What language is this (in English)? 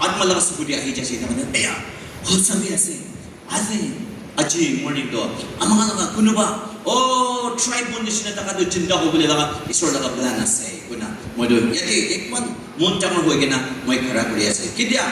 Naga Pidgin